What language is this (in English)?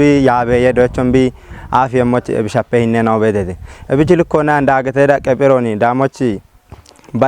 Kafa